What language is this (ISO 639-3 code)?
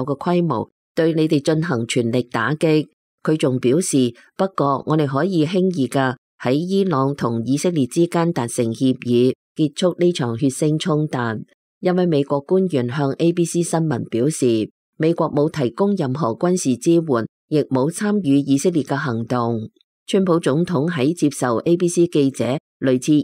yue